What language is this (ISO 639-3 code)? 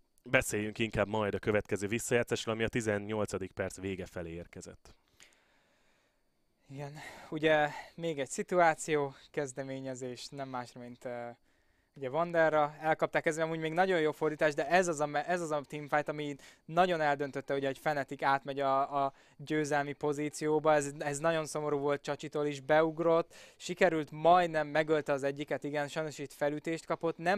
hun